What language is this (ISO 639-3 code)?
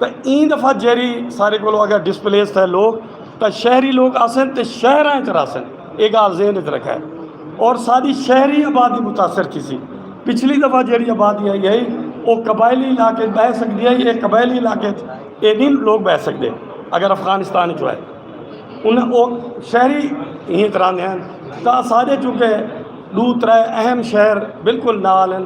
skr